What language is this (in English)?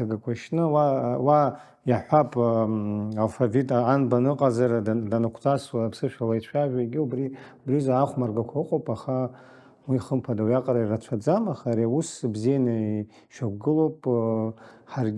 Abkhazian